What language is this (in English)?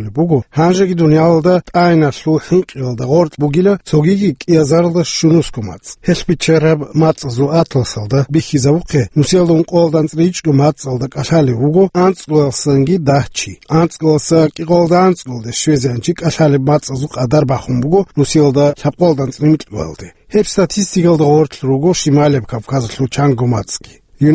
Avaric